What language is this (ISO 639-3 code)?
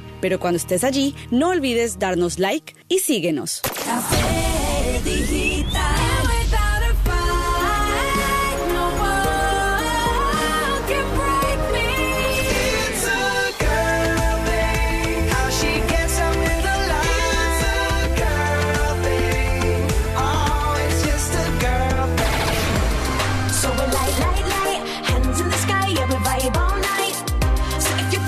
spa